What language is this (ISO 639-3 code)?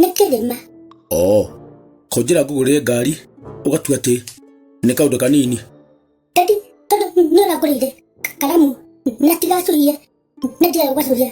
kik